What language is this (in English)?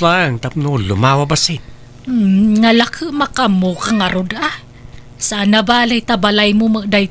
Iloko